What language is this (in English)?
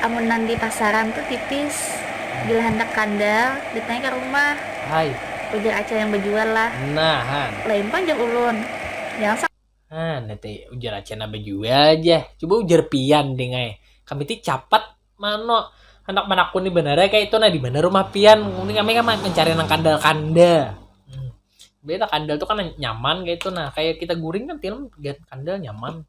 Banjar